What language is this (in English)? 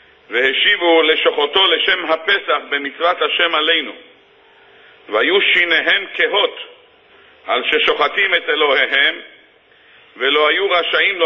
Hebrew